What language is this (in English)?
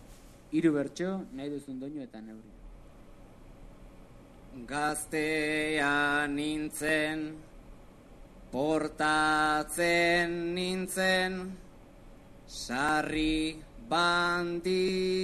Basque